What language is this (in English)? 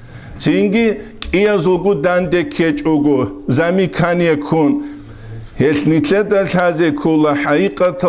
Avaric